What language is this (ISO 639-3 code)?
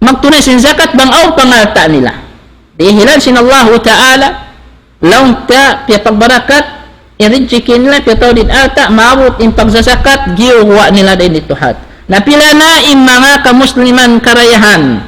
tsg